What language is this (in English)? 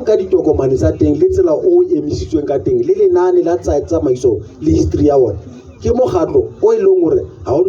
Southern Sotho